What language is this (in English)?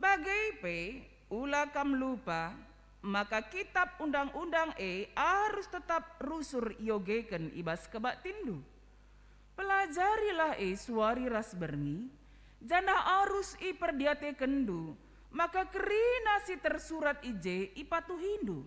Batak Karo